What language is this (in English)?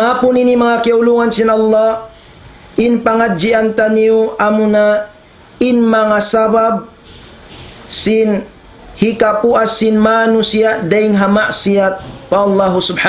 Tausug